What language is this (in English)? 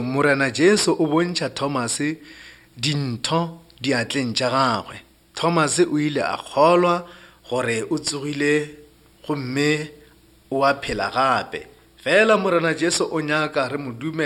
Northern Sotho